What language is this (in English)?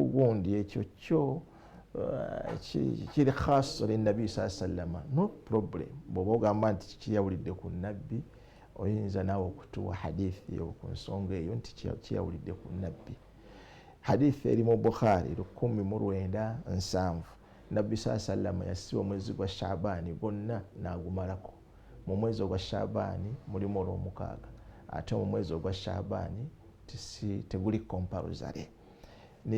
Ganda